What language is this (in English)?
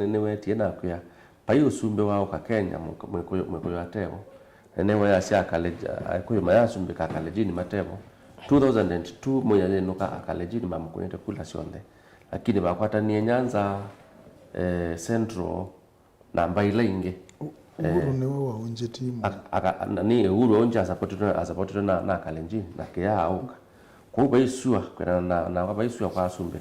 Kamba